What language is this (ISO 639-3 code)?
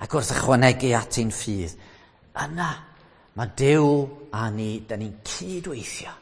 cym